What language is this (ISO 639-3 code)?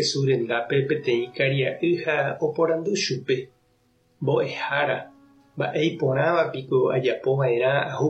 grn